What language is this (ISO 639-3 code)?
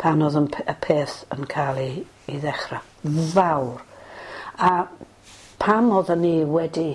cym